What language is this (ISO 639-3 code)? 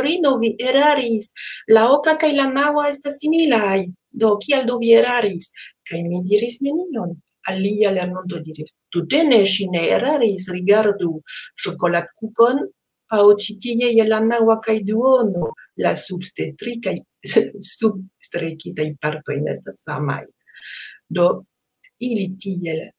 epo